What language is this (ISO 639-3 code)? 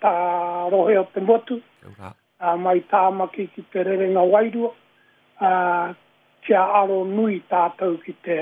mri